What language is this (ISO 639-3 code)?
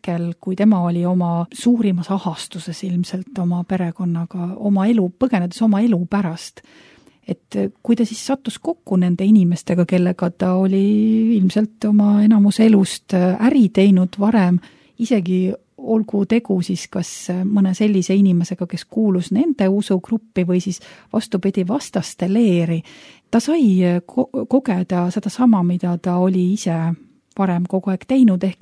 est